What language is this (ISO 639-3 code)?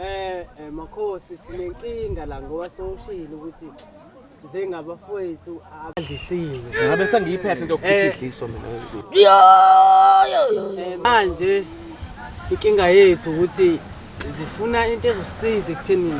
zul